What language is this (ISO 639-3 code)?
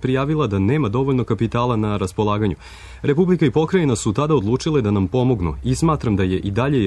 srp